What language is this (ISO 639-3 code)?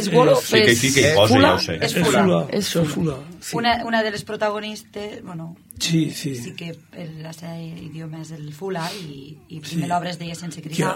cat